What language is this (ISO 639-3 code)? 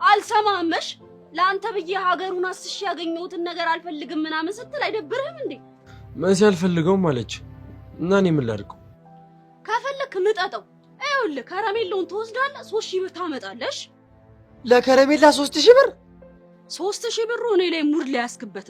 amh